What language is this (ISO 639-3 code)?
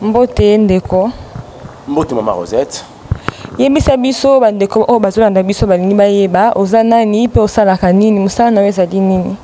lin